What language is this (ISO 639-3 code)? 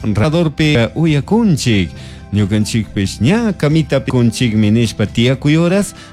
qug